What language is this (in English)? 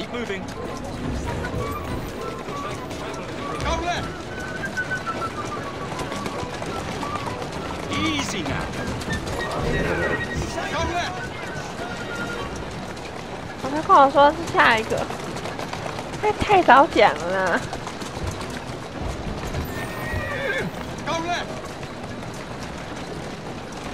Chinese